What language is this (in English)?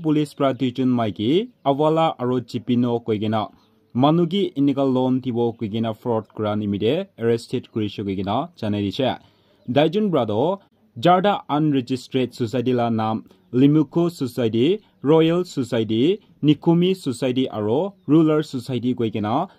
Naga Pidgin